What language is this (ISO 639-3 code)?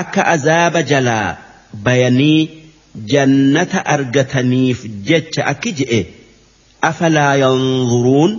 orm